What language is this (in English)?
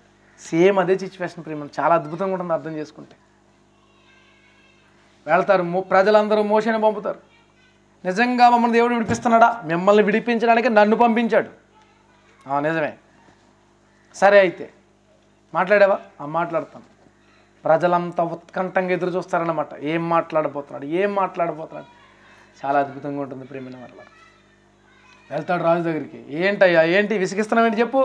Telugu